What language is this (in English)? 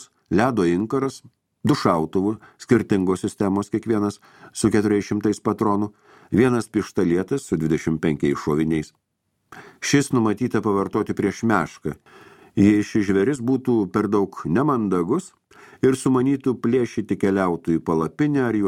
Lithuanian